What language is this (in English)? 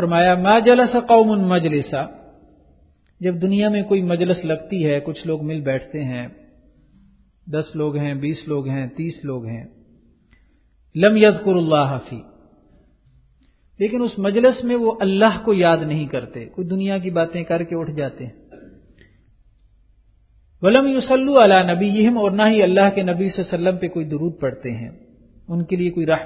Urdu